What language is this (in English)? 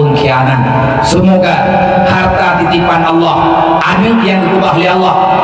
Achinese